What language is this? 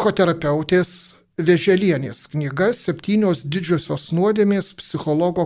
Lithuanian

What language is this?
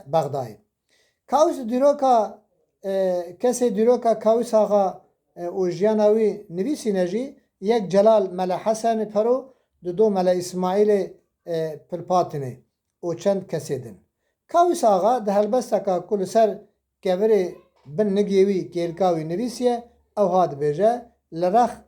Kurdish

